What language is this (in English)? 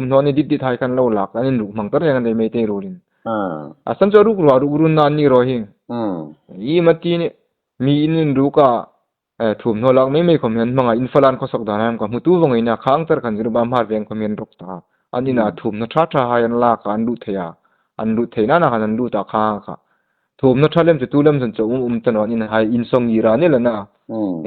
Hmar